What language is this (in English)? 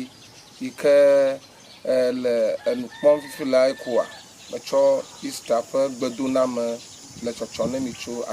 Ewe